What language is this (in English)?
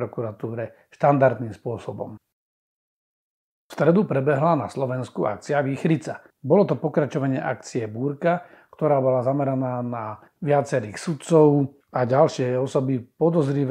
Slovak